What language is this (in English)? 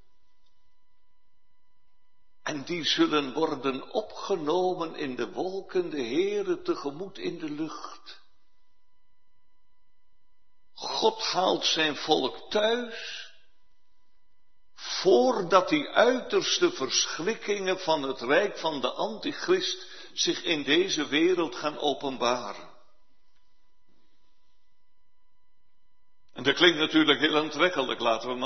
Dutch